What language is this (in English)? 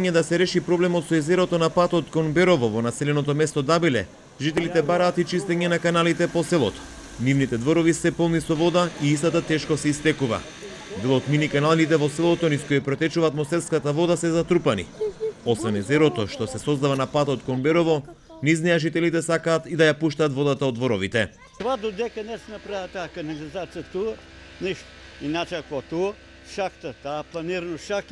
Macedonian